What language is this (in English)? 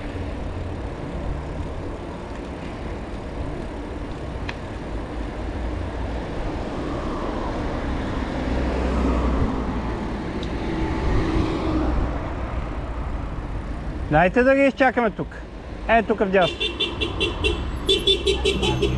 Bulgarian